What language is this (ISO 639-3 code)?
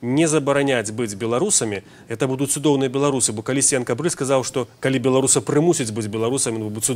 bel